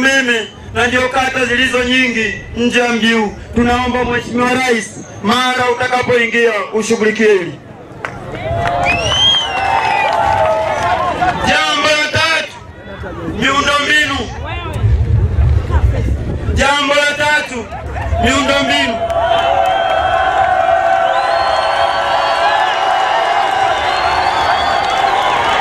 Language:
Swahili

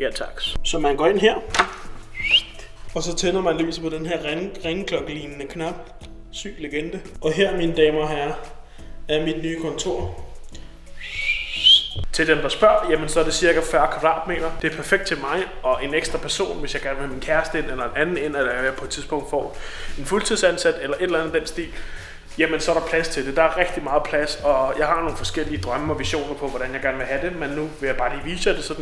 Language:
Danish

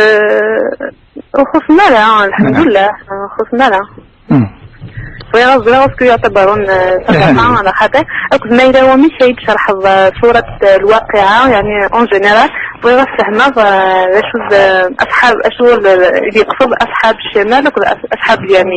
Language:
Kabyle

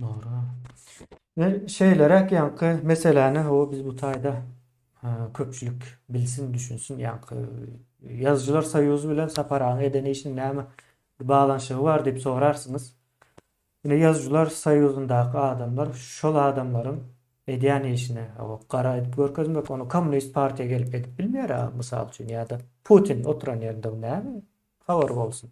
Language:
Turkmen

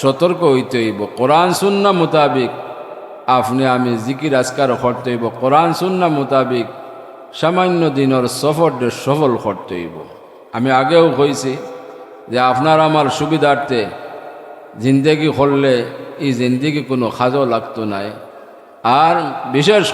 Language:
Sylheti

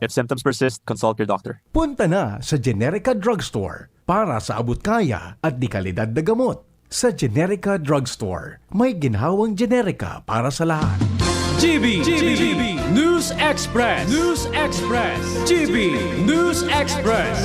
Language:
Bikol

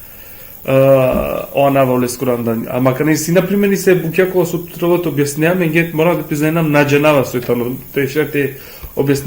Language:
Balkan Romani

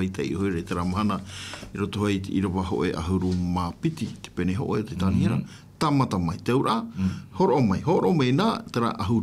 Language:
Tahitian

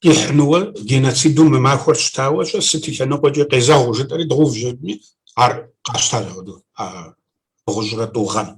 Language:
Kabardian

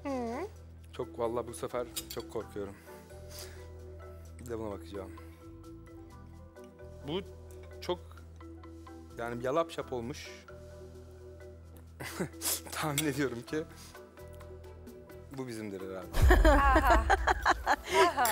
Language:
Turkish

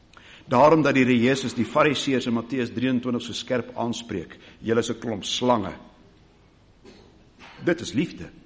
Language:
Afrikaans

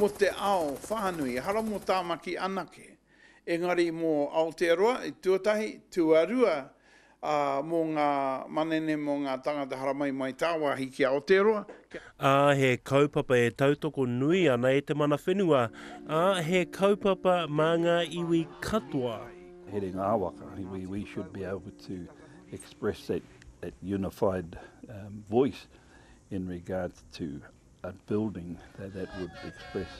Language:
Māori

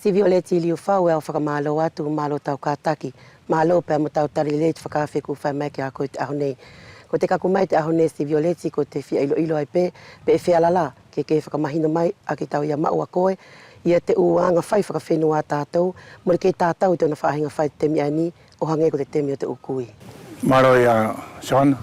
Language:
Wallisian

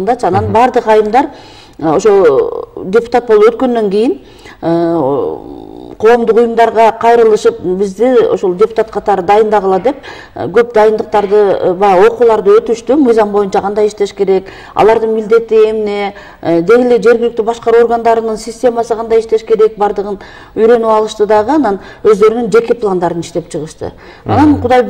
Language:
Kyrgyz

